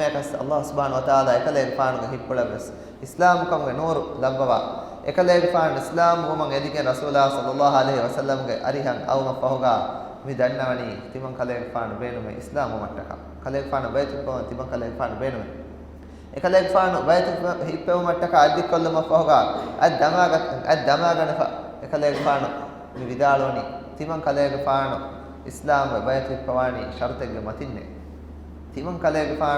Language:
Divehi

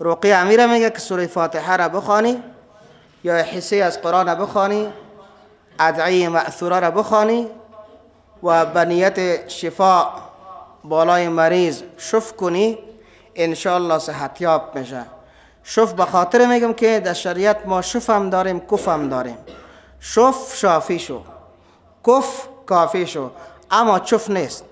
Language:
Persian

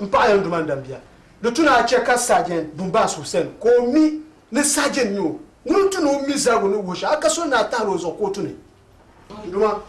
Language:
Dagbani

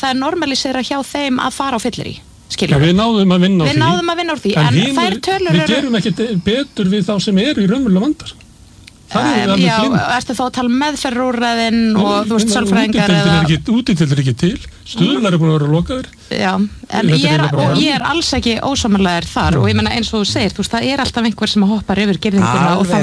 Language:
Icelandic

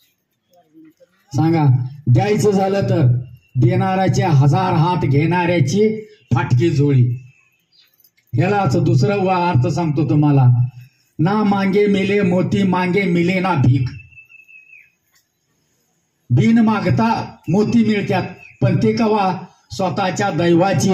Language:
Marathi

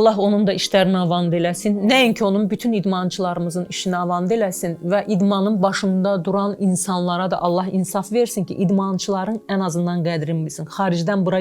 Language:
Azerbaijani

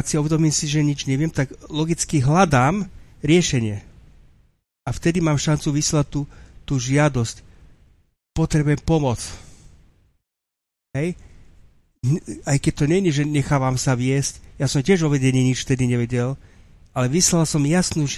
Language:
Slovak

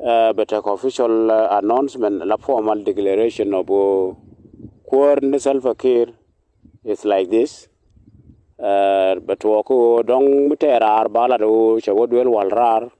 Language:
Nuer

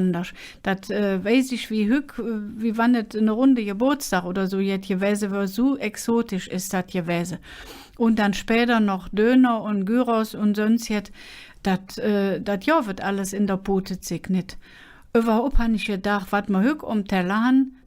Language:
Colognian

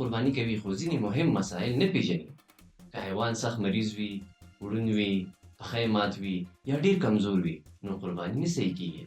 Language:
Pashto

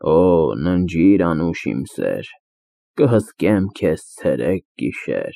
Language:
Armenian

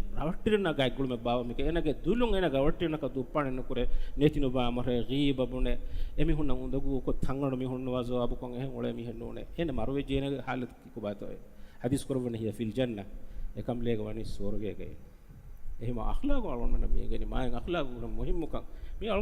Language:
Divehi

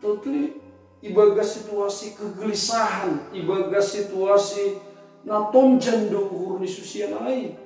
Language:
Batak Simalungun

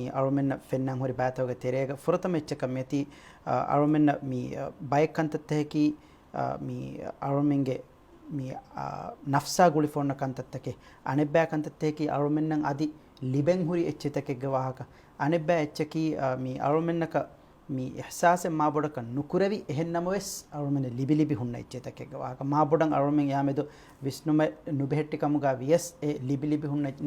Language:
Divehi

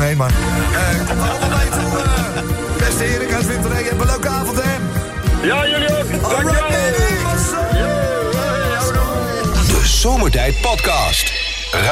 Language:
Dutch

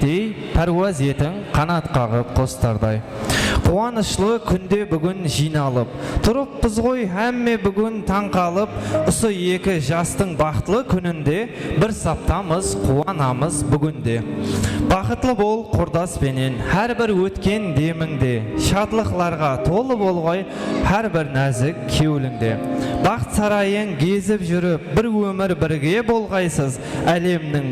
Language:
Kara-Kalpak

